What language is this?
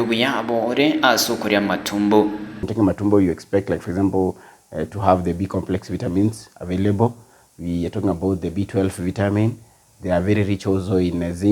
Gusii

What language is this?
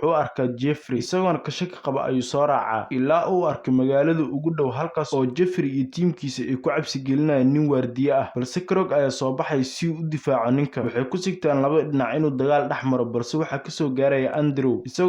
Somali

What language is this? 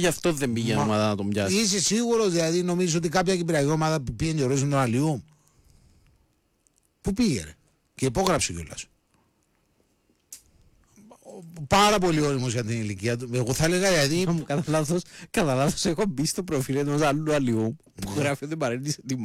Greek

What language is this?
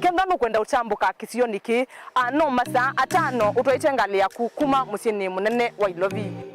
Kamba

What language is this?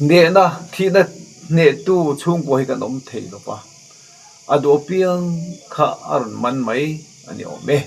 Mizo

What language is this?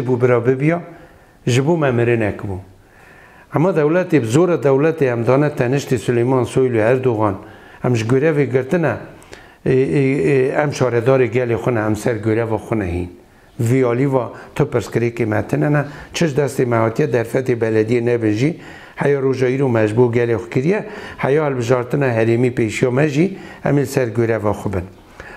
Kurdish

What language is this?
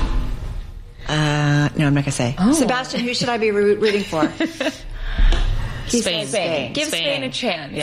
English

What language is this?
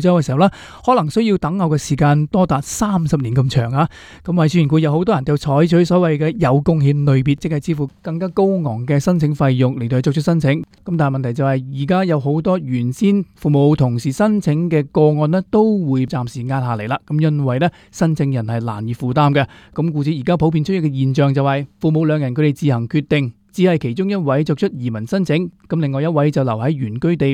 Cantonese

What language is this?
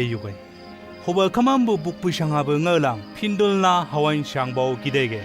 Chang Naga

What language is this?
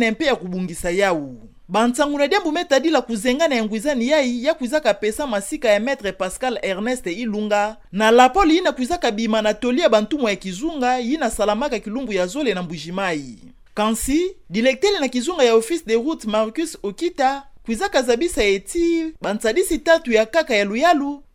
Kituba (Democratic Republic of Congo)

